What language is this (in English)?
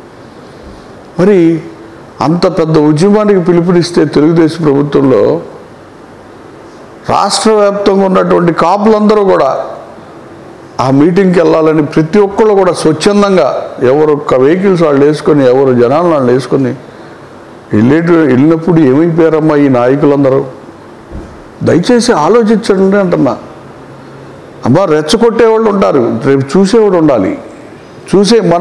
Telugu